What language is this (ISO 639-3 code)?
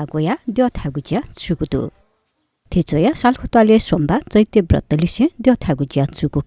new